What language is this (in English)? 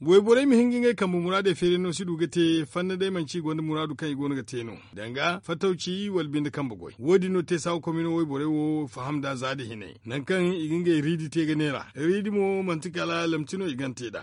Zarma